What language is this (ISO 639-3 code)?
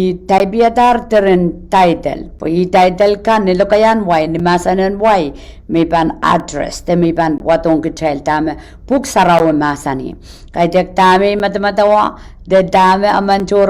pon